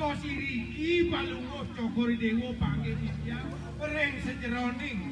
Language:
Balinese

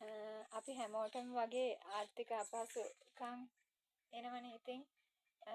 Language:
Sinhala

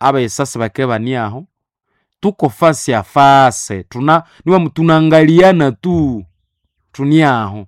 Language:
Nande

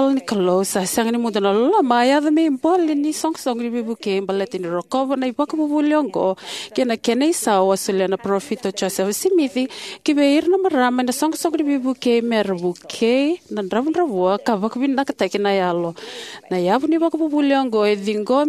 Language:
Fijian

